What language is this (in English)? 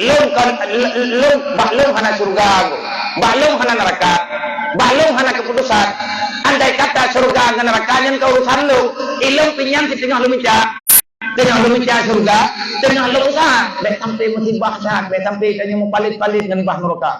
Achinese